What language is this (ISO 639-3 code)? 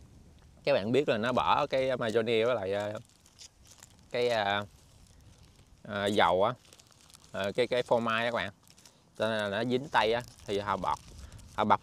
vie